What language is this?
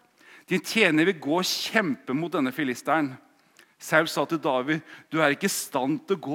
Norwegian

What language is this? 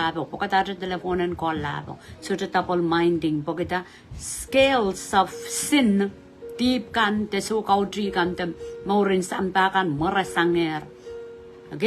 Pohnpeian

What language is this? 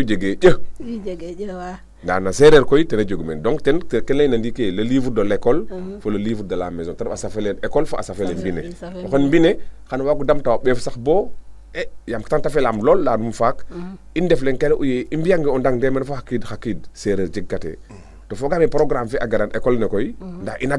Serer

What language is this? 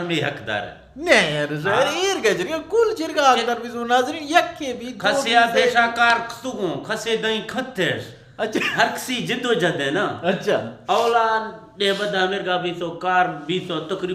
Eastern Balochi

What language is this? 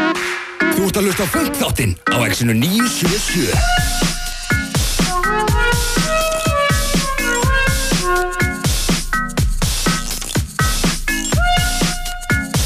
Icelandic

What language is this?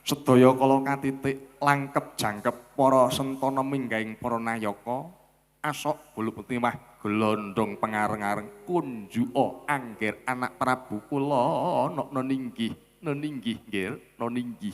Javanese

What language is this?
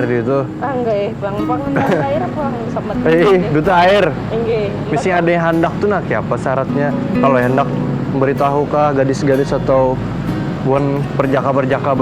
Banjar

